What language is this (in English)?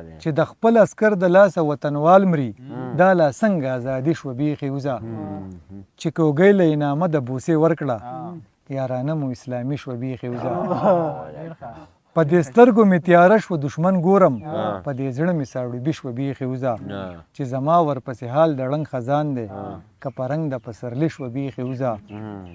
Pashto